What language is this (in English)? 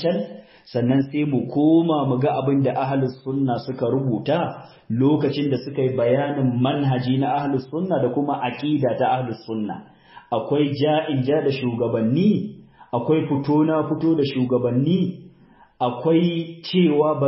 Hausa